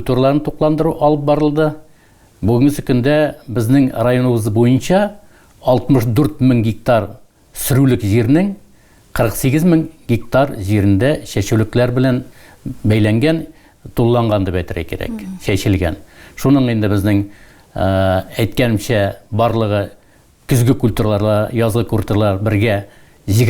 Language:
Tatar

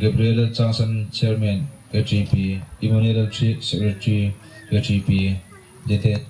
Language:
Hmar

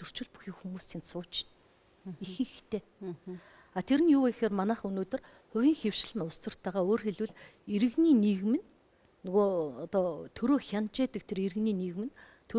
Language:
Mongolian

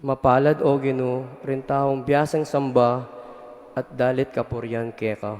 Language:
Pampanga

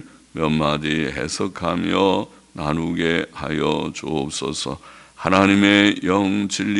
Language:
Korean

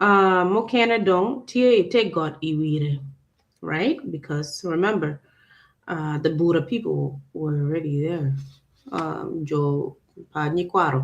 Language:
Acoli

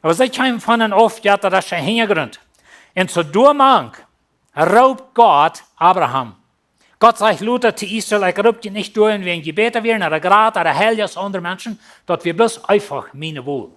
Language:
Plautdietsch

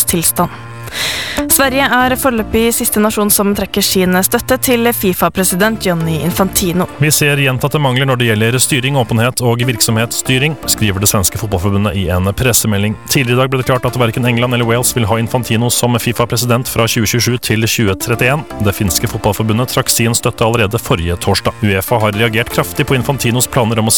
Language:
Norwegian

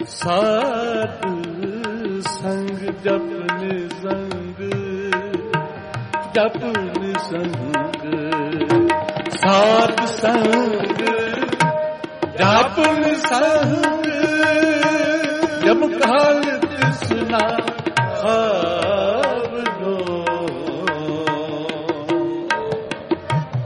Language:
Punjabi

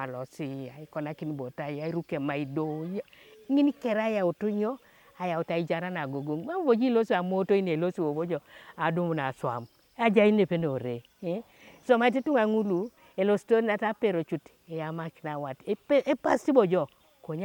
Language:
Teso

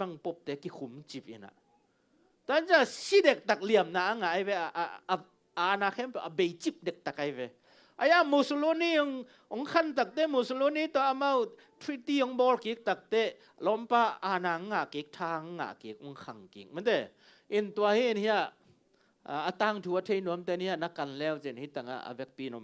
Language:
Tedim Chin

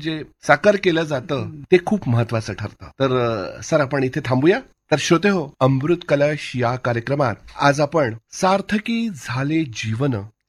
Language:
Marathi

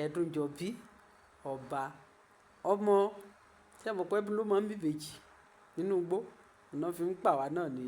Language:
Yoruba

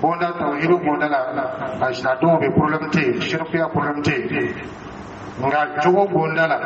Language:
Dyula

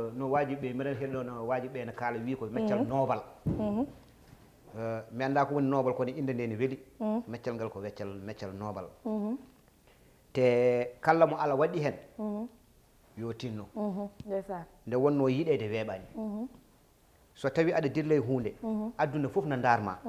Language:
Fula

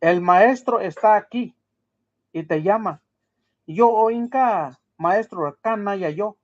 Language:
Mixtepec Mixtec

